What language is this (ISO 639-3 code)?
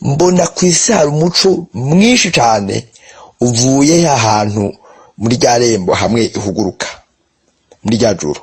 run